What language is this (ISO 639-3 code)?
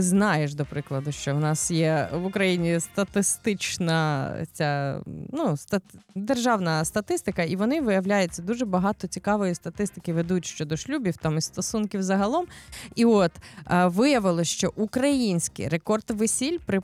ukr